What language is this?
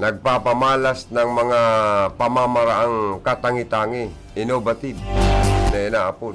Bikol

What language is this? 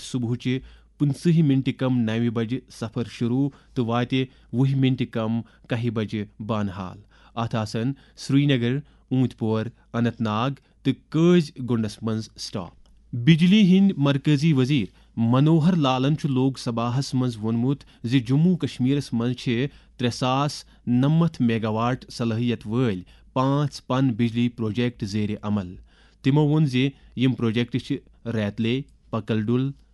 Kashmiri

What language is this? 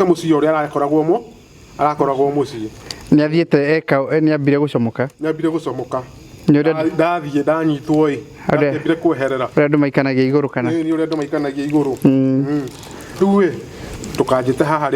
Kikuyu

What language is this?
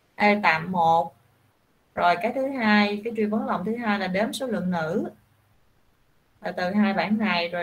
Vietnamese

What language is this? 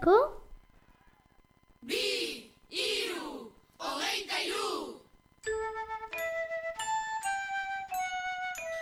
Basque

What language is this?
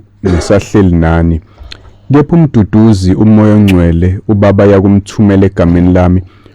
Zulu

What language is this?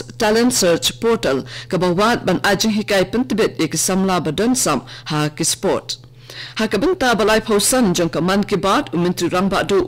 Khasi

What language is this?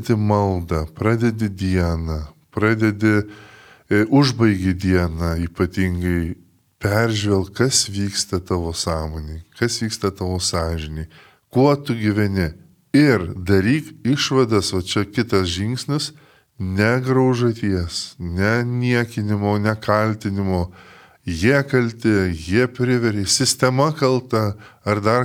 Lithuanian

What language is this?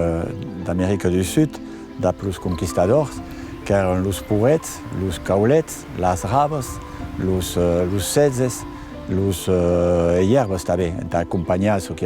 Occitan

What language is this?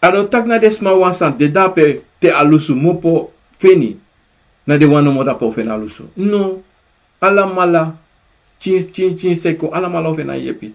Sranan Tongo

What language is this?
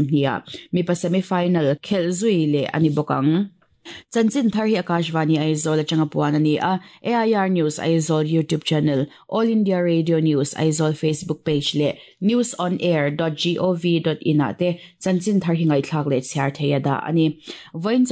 Mizo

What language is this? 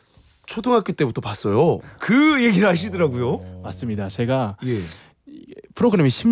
Korean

